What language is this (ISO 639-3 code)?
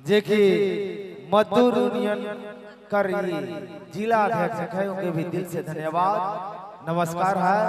sck